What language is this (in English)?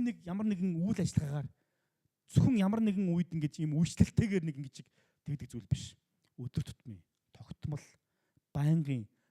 Mongolian